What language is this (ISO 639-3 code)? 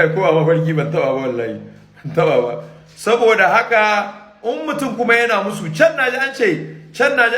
hau